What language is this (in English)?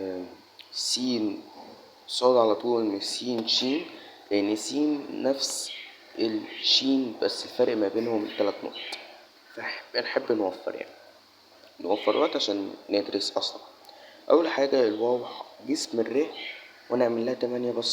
Egyptian Arabic